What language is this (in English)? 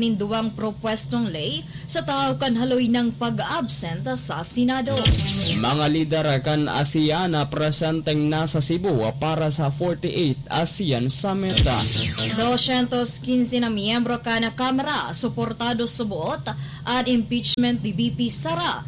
Bikol